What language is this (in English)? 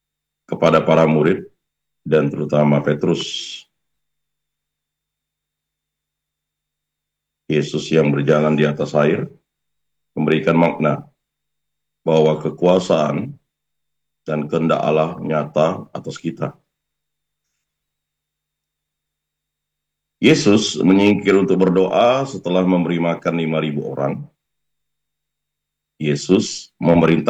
Indonesian